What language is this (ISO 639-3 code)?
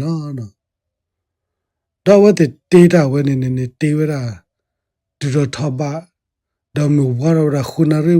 ksw